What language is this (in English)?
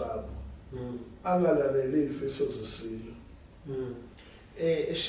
Zulu